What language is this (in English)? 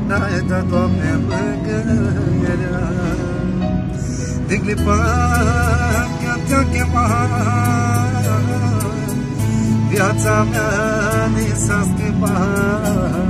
Romanian